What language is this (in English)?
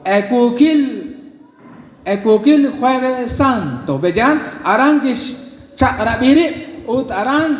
Kekchí